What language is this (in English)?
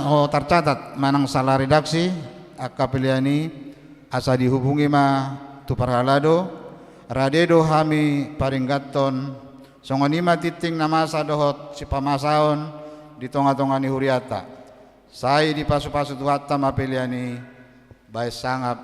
Batak Toba